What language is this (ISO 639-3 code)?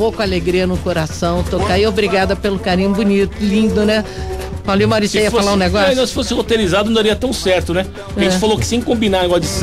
por